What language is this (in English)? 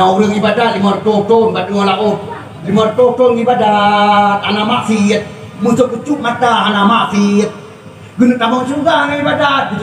Achinese